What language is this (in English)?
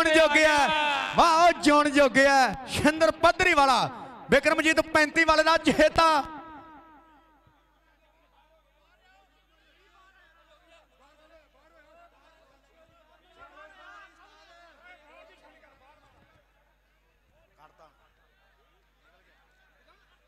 Punjabi